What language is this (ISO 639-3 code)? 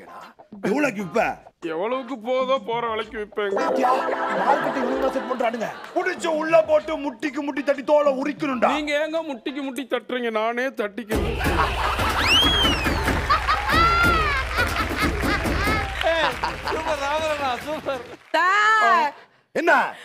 tam